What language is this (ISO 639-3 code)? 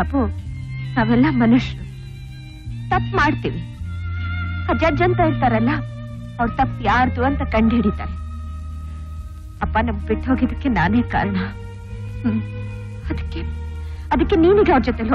kan